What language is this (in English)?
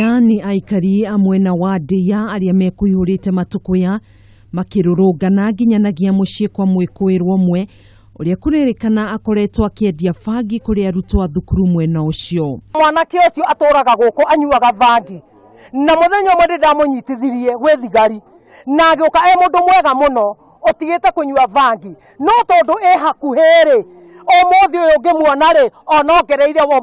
Kikuyu